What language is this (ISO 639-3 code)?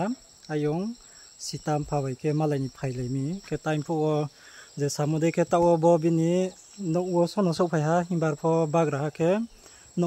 ria